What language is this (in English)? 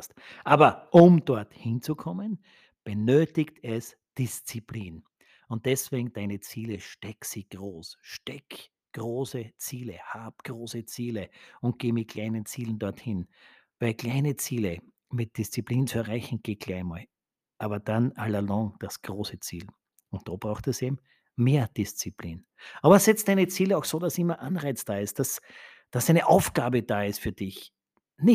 German